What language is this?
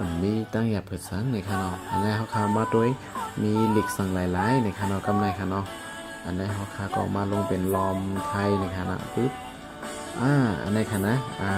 Shan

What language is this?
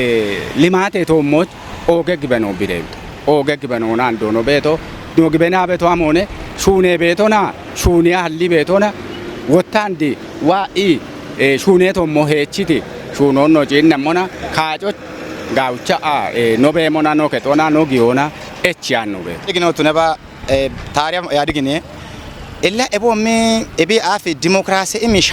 Kafa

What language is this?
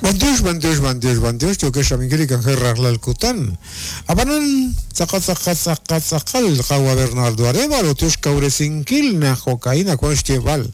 Kekchí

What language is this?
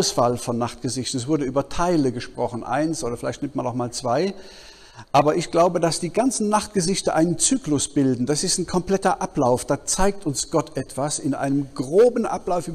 German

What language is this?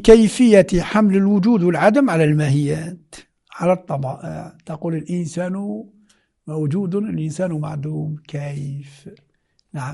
Moroccan Arabic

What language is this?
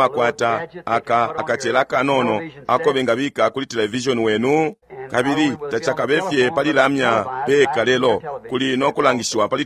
Bemba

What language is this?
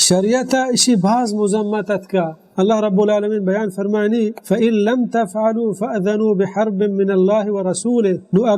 Baluchi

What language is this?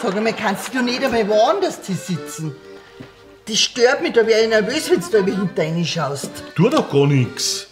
Bavarian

